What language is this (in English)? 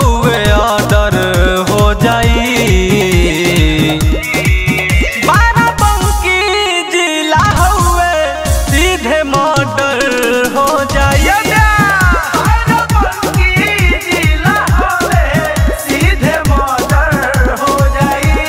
Bhojpuri